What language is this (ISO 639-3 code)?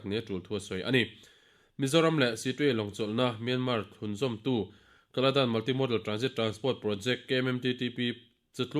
lus